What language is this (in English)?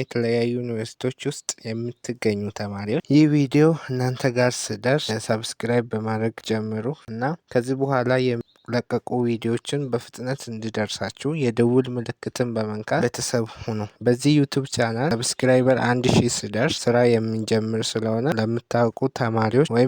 Amharic